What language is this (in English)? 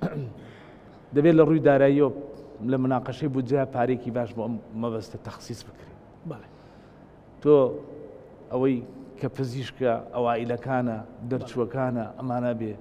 Central Kurdish